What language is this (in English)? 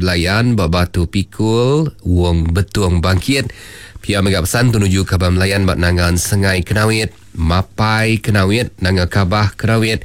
Iban